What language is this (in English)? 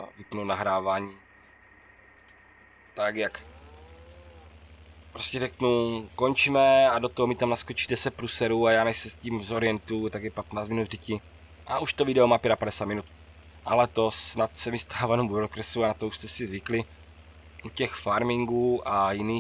Czech